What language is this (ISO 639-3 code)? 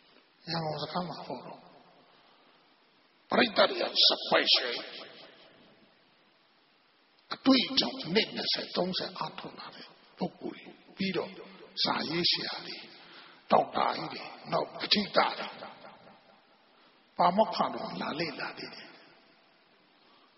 mya